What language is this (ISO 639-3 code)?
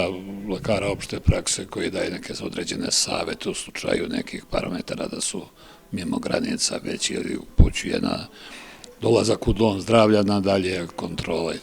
srp